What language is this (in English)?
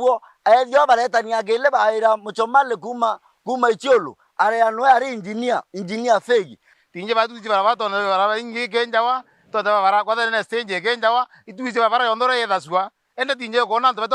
Meru